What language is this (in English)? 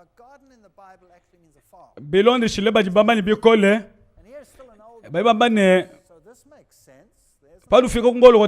Luba-Lulua